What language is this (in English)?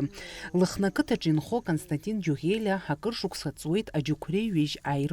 Abkhazian